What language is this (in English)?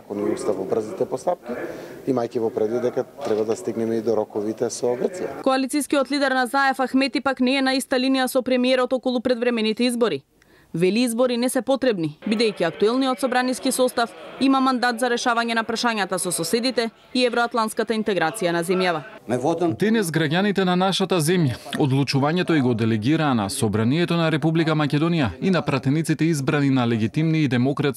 Macedonian